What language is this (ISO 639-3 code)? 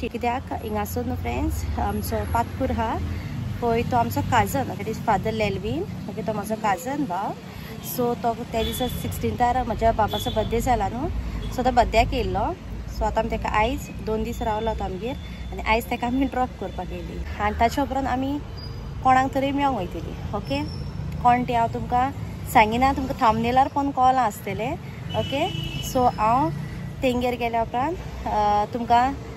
kok